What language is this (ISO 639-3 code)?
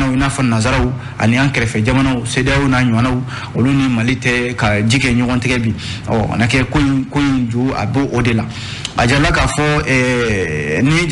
bam